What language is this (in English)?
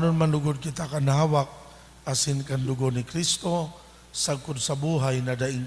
Bikol